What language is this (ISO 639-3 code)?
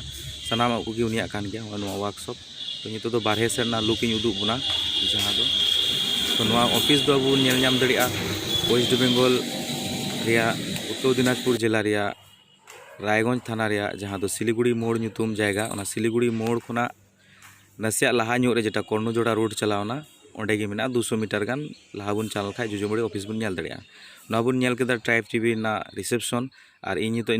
sat